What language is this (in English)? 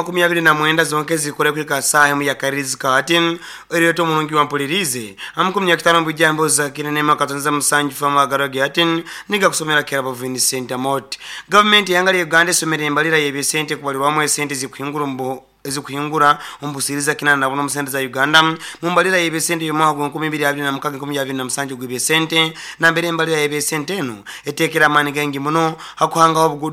Nyoro